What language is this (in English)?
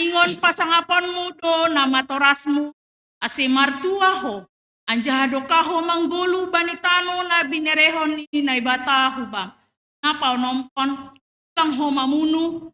Batak Simalungun